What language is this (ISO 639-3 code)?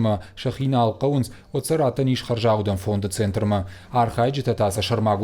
oss